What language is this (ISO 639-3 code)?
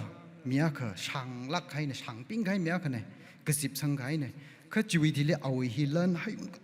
nmf